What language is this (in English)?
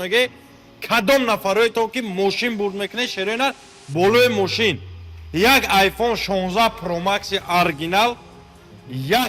Tajik